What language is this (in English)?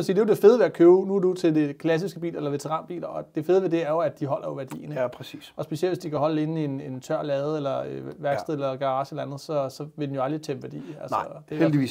Danish